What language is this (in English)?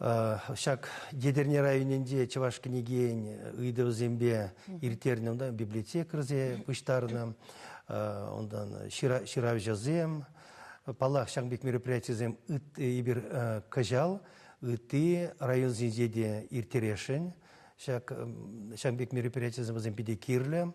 Chuvash